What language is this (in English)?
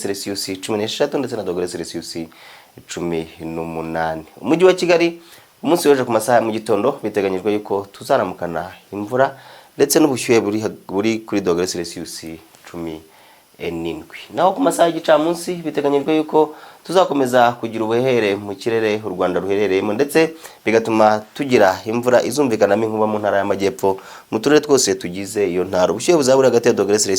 Kinyarwanda